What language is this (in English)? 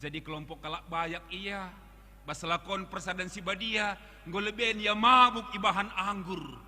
Batak Karo